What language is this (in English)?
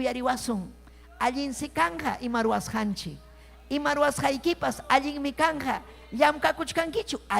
Ayacucho Quechua